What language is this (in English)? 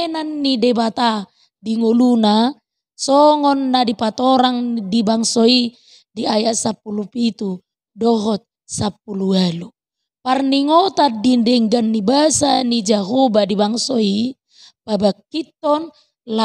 Batak Toba